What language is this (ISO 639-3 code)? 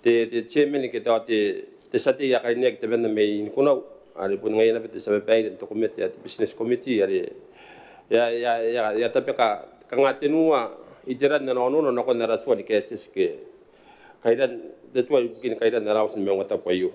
gil